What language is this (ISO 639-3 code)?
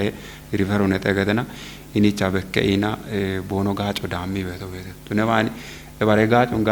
kbr